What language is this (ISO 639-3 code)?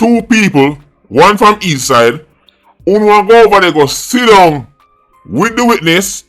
jam